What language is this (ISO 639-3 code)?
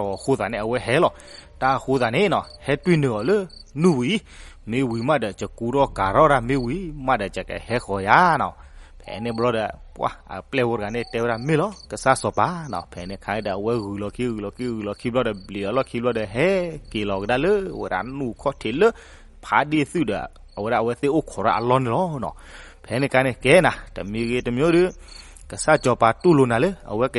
ksw